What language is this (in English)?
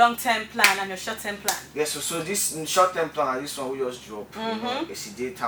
Nigerian Pidgin